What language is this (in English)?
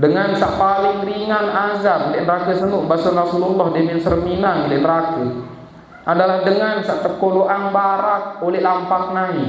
Sasak